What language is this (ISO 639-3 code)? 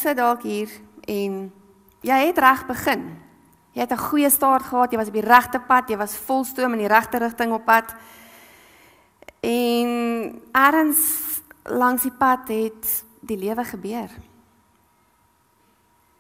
afr